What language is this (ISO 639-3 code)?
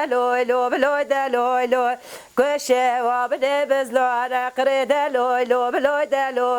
kur